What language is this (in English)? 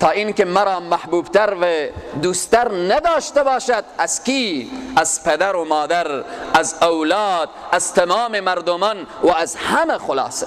Persian